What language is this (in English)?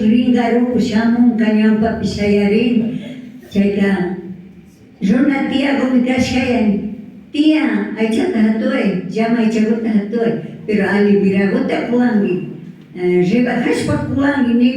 Imbabura Highland Quichua